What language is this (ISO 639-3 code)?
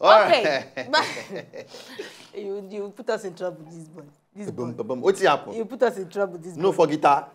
pcm